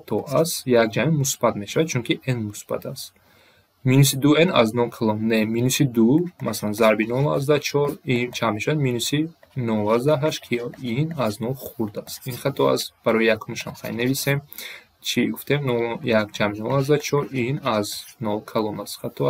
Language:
Tajik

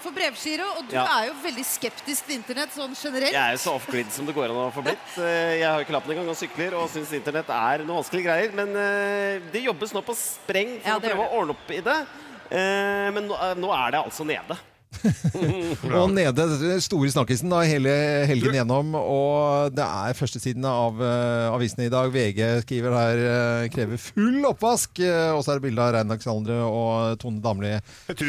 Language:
Norwegian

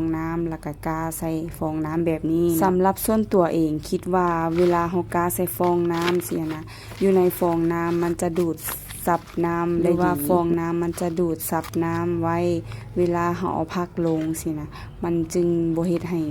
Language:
Lao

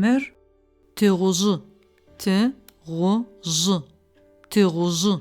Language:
Adyghe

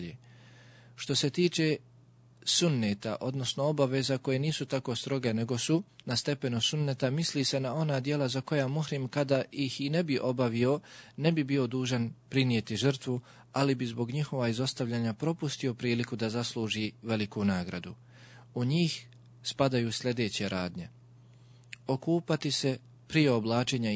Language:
Bosnian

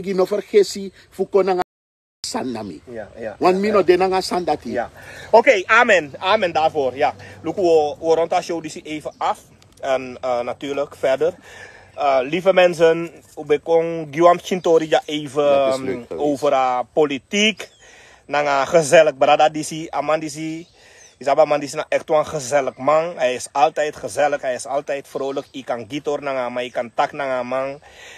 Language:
Sranan Tongo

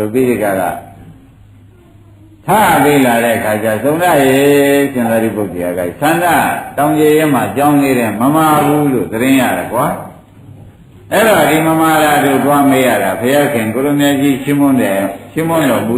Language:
Burmese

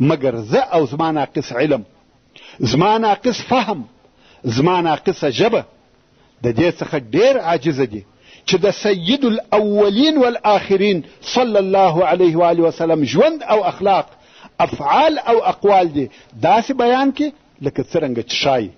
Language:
Pashto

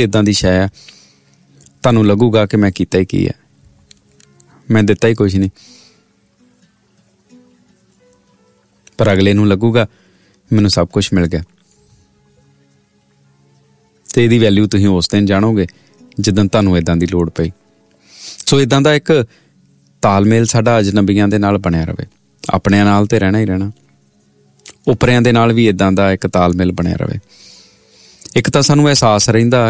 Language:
Punjabi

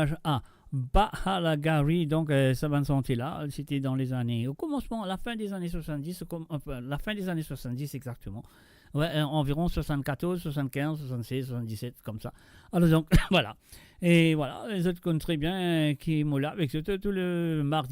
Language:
Morisyen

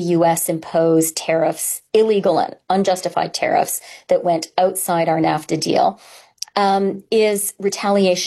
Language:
English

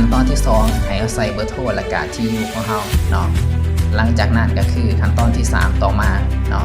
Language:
Lao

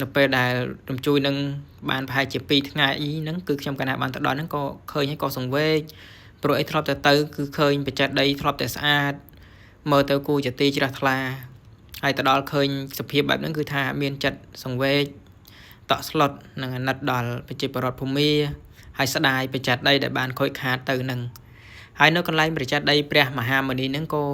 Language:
Khmer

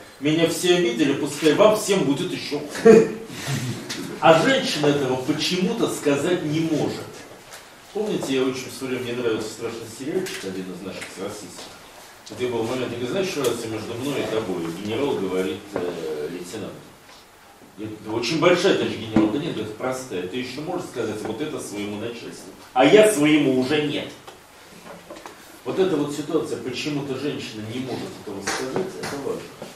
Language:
Russian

